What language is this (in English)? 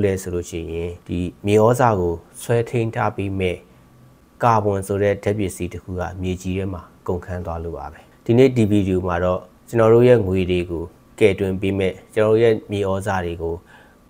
Burmese